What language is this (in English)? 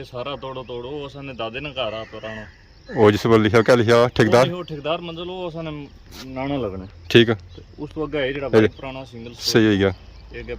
Pahari-Potwari